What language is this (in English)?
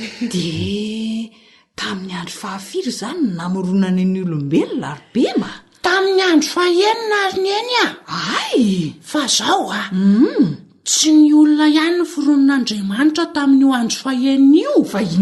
Malagasy